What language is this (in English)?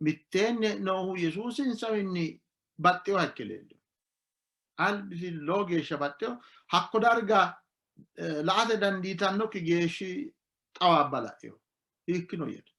Sidamo